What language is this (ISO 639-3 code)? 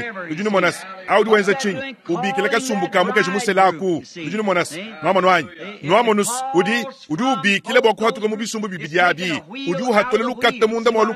lua